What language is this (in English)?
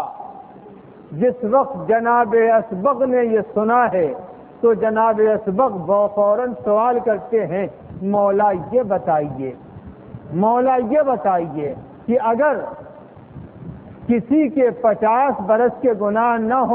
Urdu